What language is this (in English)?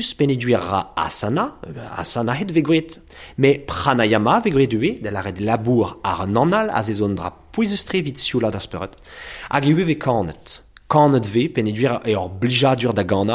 Breton